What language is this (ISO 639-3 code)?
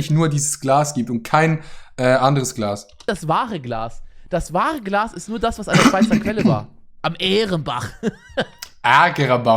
gsw